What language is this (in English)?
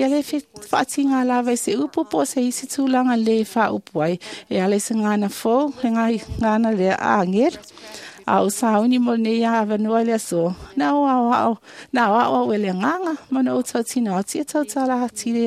Samoan